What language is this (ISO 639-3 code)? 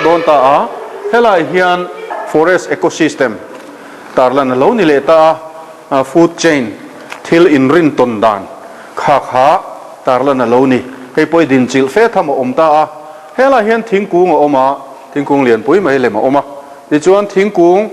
lus